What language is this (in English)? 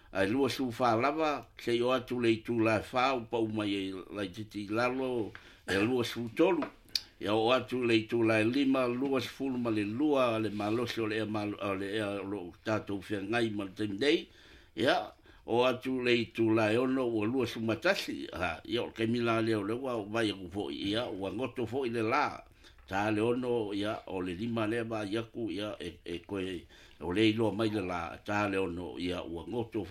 Samoan